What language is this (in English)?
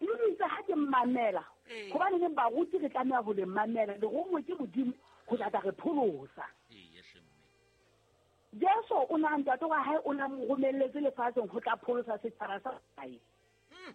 Southern Sotho